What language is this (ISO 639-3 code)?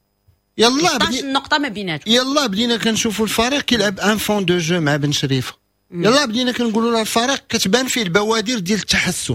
ary